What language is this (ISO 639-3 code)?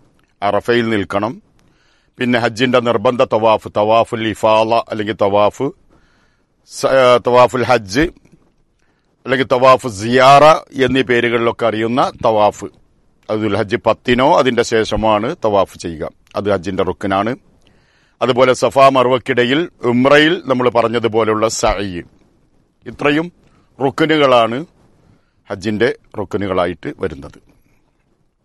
mal